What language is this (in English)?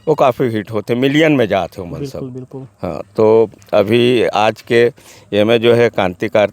Chhattisgarhi